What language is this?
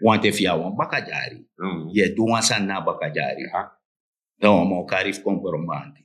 Sranan Tongo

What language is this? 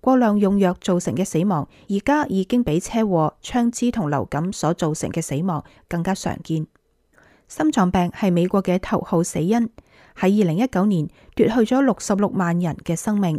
Cantonese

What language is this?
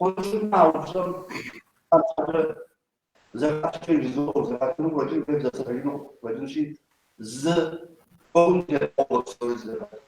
Kabardian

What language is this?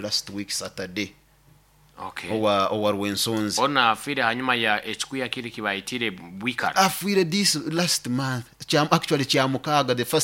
Nyoro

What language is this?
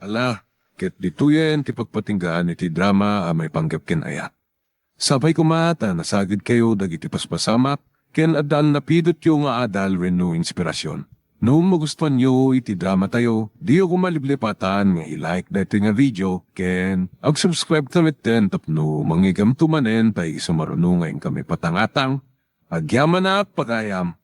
Iloko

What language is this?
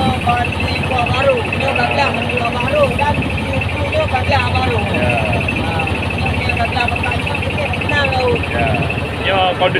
Achinese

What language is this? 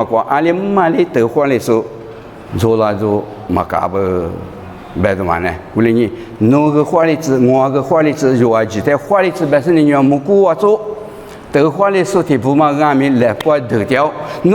Lisu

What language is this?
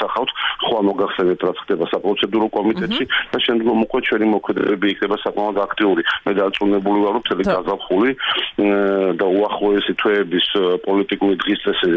Georgian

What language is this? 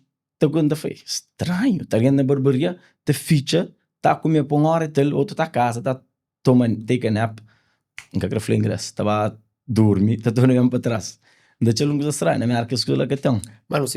Kabuverdianu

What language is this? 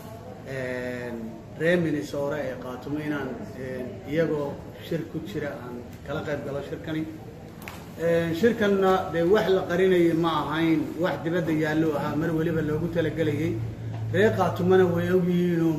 Somali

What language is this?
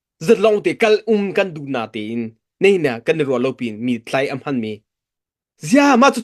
Hakha Chin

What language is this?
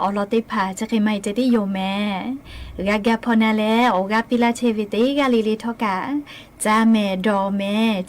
Lahu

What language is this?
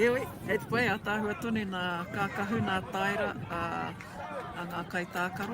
Māori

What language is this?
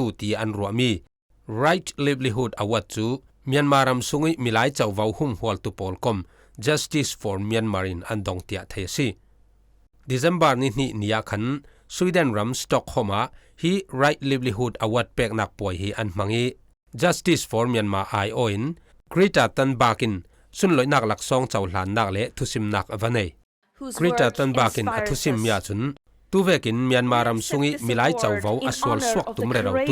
Falam Chin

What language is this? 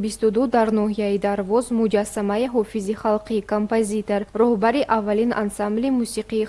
Tajik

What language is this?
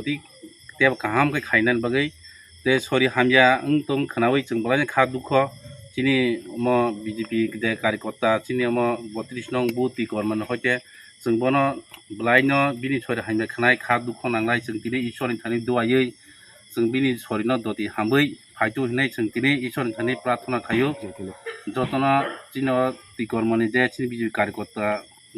Kok Borok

